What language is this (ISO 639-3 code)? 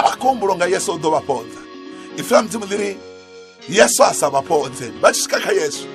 ven